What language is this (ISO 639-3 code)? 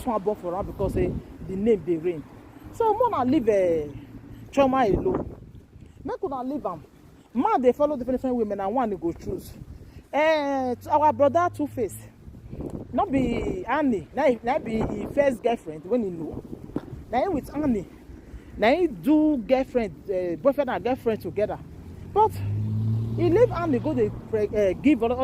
pcm